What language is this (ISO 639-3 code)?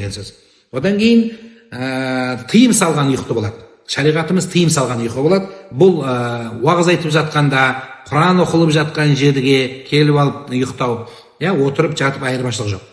kaz